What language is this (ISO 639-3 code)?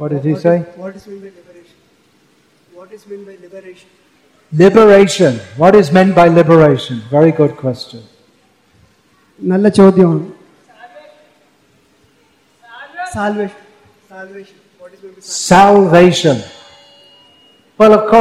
mal